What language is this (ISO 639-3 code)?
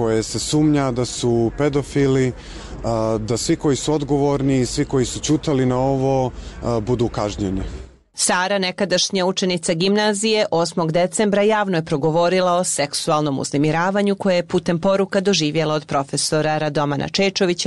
srp